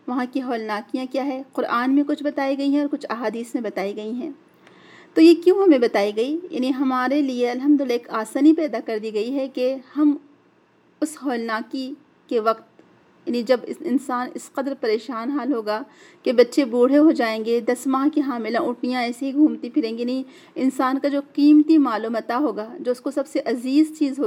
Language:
Urdu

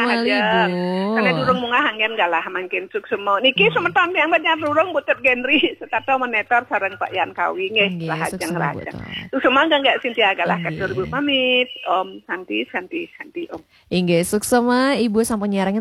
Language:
Balinese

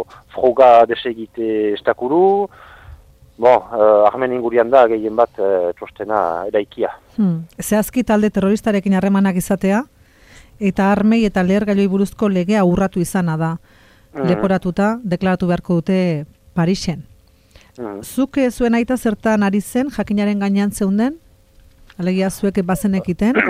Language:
Basque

